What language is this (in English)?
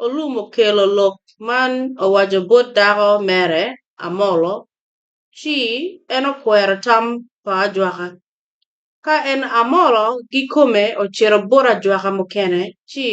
Acoli